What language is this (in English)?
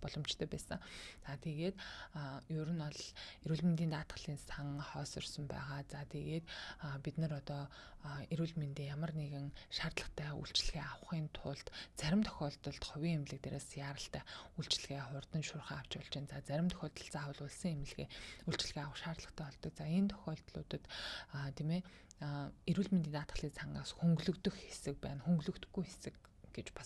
Mongolian